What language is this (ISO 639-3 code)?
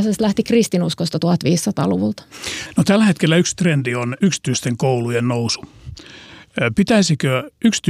fin